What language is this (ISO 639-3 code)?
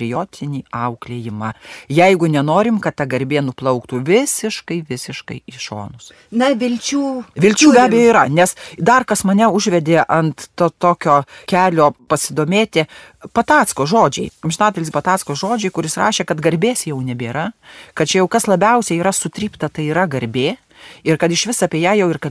lit